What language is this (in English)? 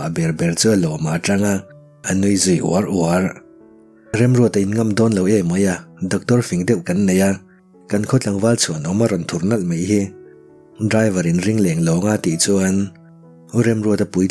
Mizo